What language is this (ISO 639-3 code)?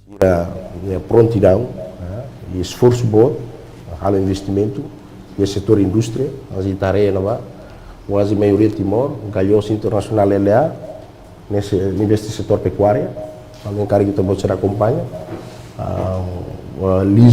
tet